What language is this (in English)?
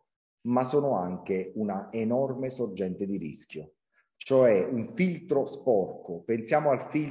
Italian